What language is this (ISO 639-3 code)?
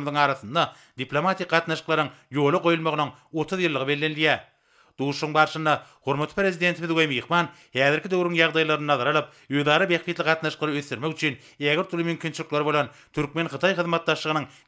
tuk